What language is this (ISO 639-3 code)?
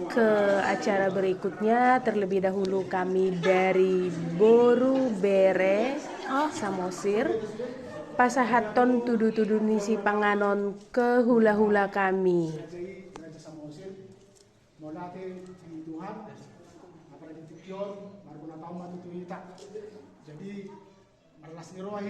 bbc